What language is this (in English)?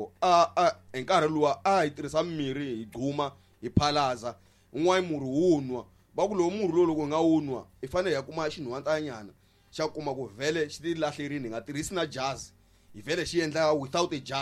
Tsonga